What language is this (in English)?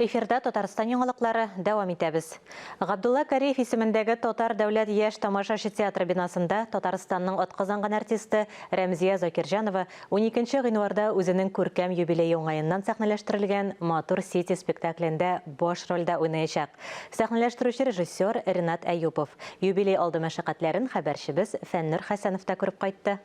Tatar